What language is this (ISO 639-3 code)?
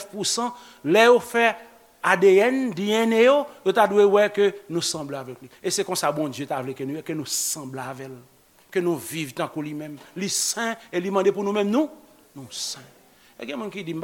hat